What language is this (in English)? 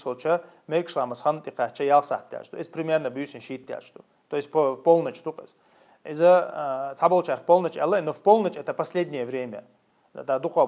Chechen